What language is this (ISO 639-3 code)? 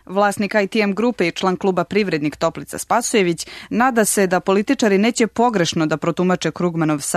srp